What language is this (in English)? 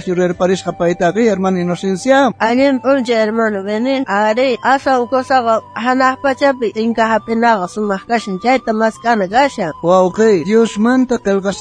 South Bolivian Quechua